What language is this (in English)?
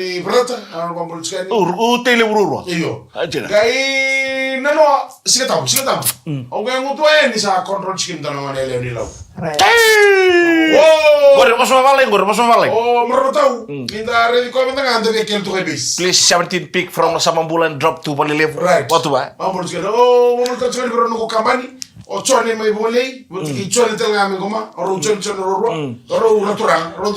Fijian